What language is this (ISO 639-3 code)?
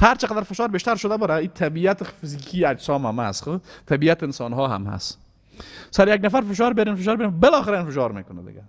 fas